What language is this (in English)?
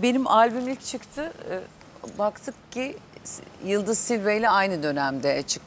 Turkish